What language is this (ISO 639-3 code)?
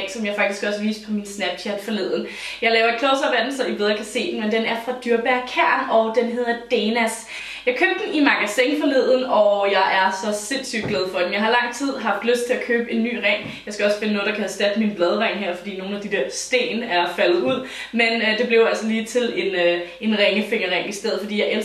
dan